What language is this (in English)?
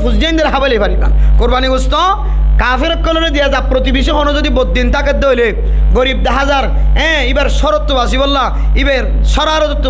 Rohingya